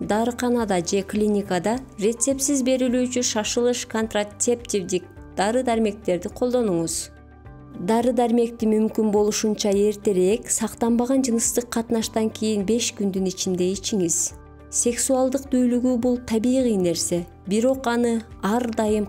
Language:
Kyrgyz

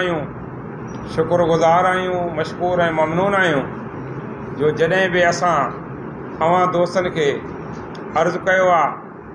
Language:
Sindhi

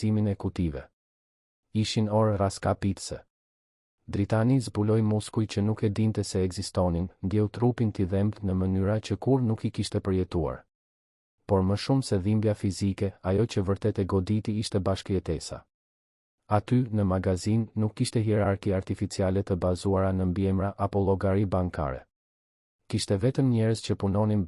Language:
Albanian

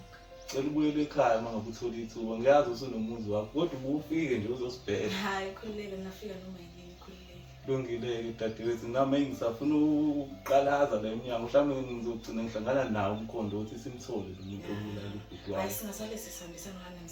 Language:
Zulu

